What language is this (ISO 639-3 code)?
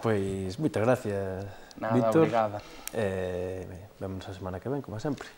glg